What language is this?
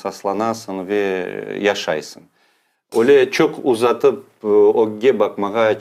Crimean Tatar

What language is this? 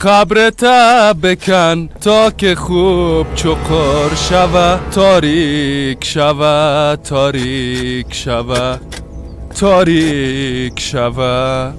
Persian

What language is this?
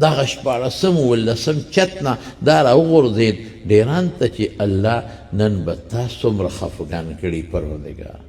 Pashto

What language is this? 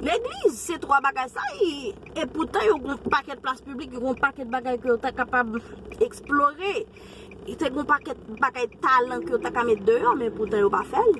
Haitian Creole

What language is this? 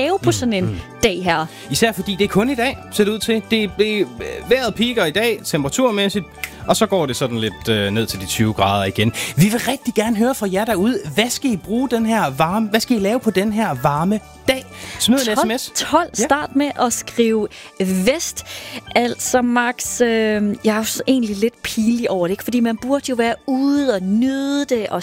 Danish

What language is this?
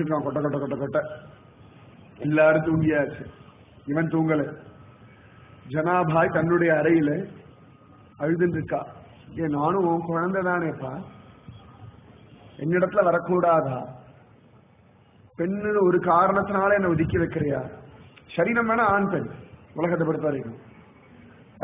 Tamil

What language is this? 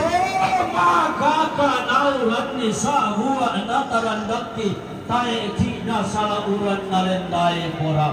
Toraja-Sa'dan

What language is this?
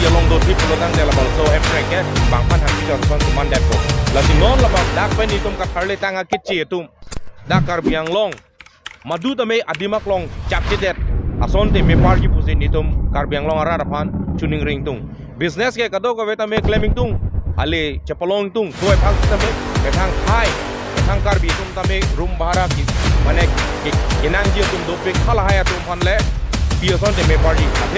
Karbi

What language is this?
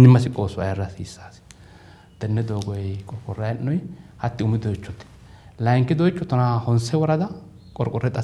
Sidamo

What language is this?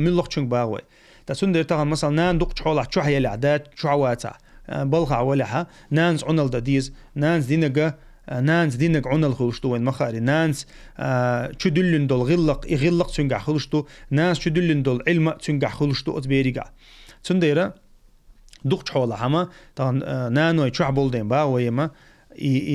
Chechen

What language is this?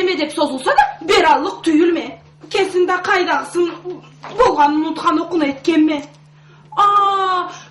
Karachay-Balkar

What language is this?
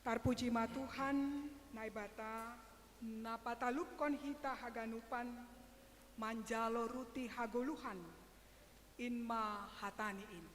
Batak Simalungun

